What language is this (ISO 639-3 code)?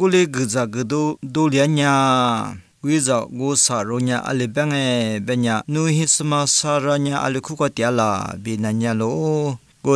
lis